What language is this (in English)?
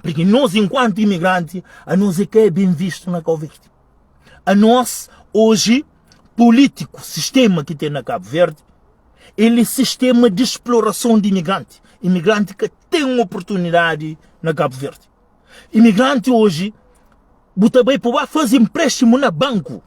Kabuverdianu